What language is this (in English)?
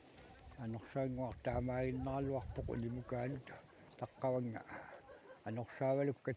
Kalaallisut